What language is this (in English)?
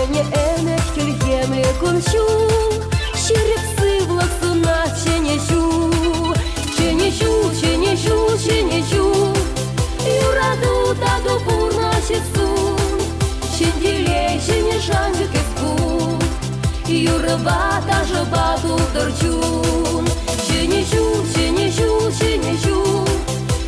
Chuvash